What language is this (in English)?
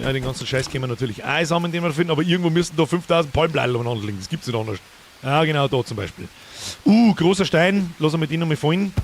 Bavarian